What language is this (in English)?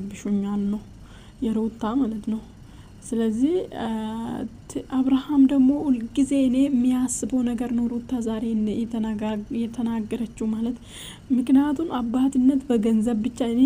Amharic